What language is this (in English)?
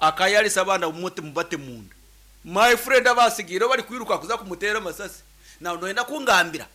Nyankole